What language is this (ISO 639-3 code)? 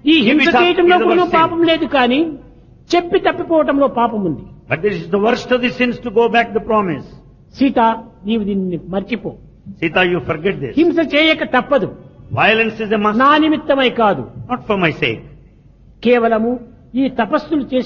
tel